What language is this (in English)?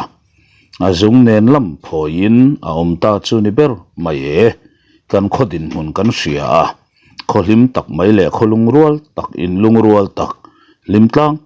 Mizo